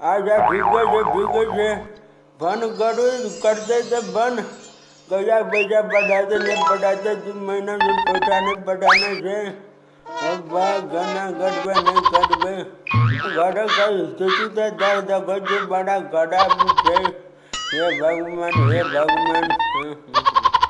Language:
Maithili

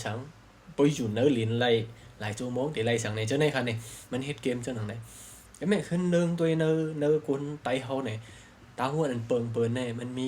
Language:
Shan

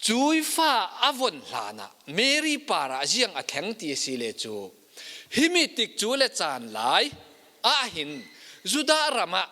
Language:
Falam Chin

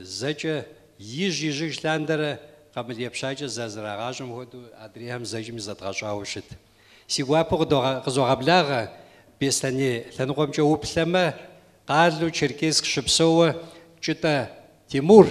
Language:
Kabardian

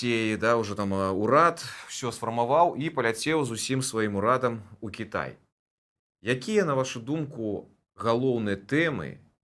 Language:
Belarusian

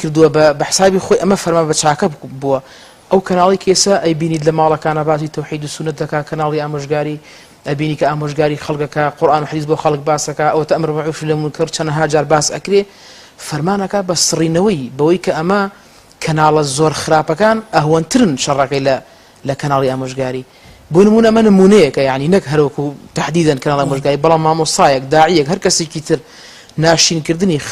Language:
Central Kurdish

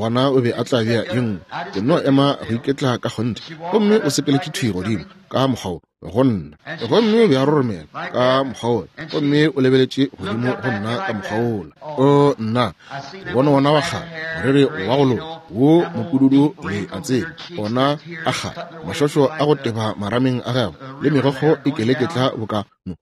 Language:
Northern Sotho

